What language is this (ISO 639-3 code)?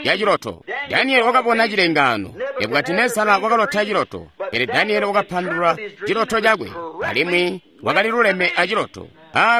toi